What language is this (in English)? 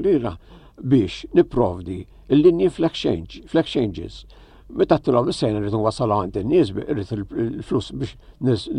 Maltese